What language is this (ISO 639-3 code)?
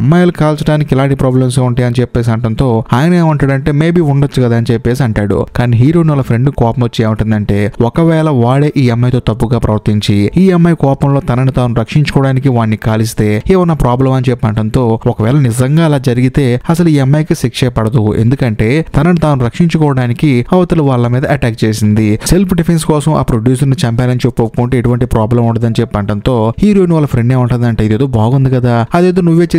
tel